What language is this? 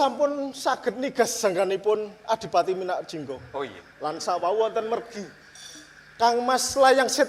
Javanese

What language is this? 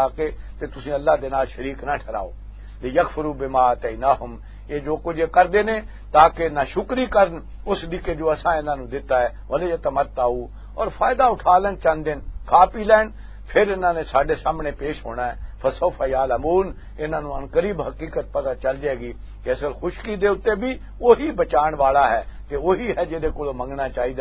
Western Panjabi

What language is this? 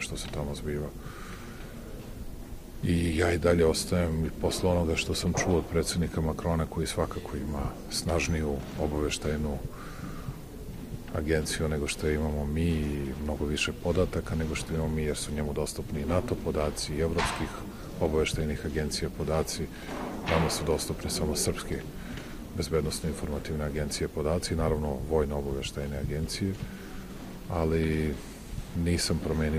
Serbian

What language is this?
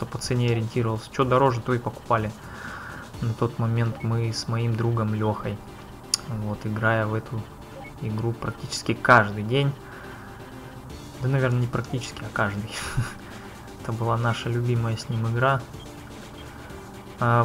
Russian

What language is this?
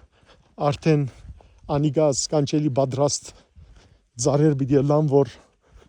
Western Armenian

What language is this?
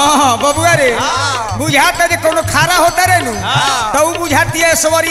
Bhojpuri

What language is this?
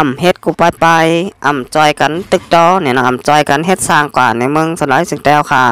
Shan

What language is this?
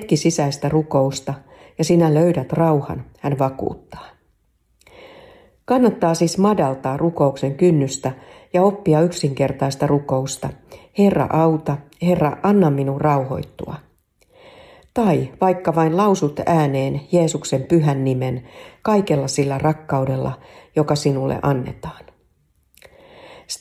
Finnish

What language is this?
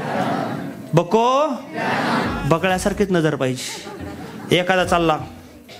Marathi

